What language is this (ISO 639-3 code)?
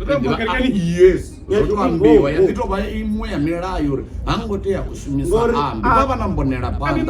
ven